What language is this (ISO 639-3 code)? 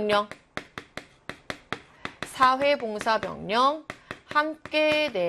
kor